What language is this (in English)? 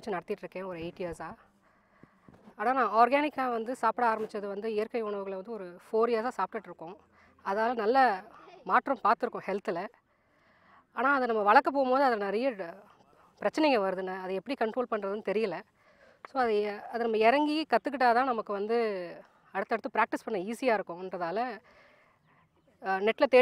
Tamil